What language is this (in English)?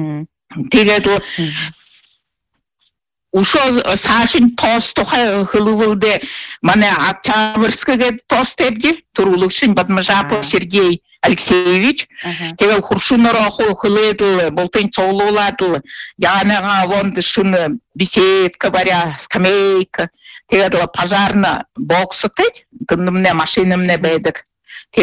Buriat